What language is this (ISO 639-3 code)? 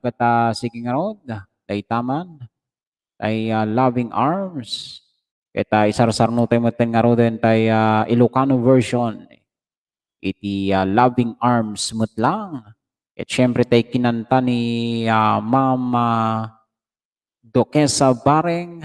ilo